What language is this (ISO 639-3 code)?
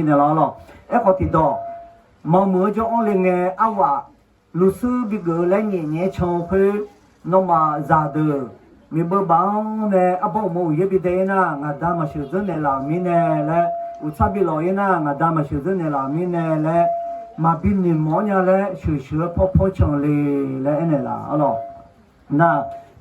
ahk